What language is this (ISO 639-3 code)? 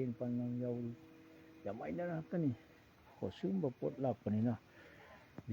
mni